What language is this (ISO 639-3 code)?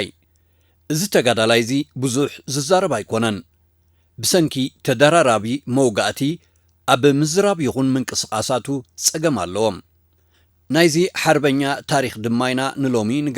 tir